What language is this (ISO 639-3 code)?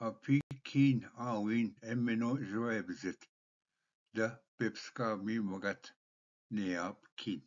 oji